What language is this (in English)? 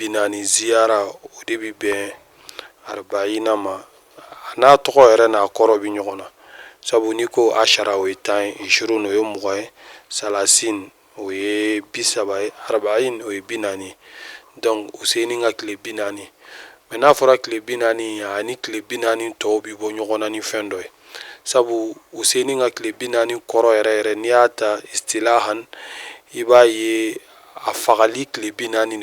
Bambara